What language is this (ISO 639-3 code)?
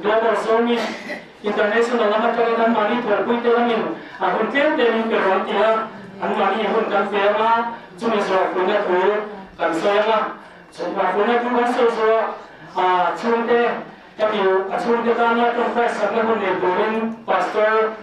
lus